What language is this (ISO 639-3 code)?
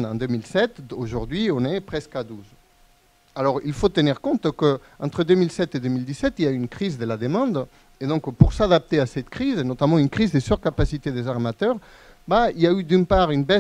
fra